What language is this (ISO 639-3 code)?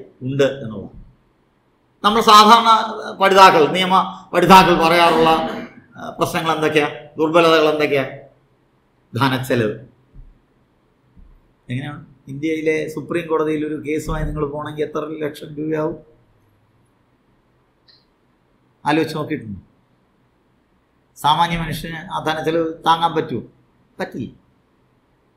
mal